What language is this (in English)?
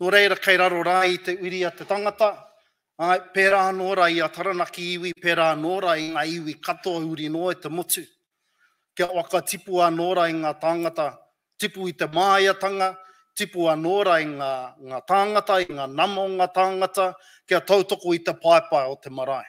Māori